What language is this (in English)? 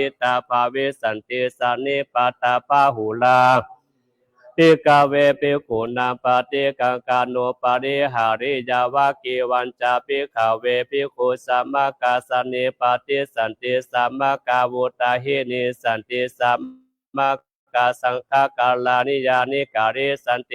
Pali